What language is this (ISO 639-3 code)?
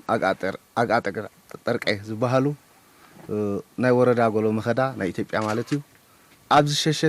tir